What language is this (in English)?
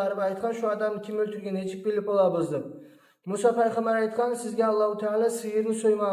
Kumyk